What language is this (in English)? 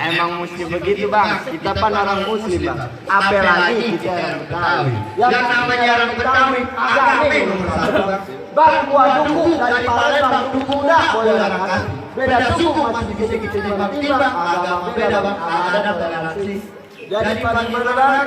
Betawi